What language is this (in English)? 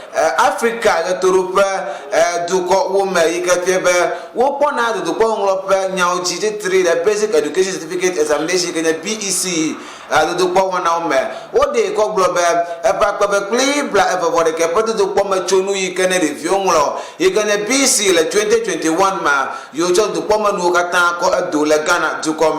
Ewe